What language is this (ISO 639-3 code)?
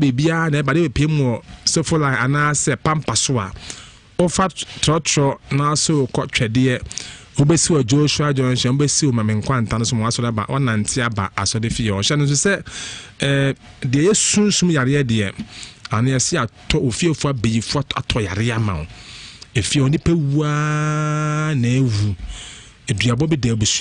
aka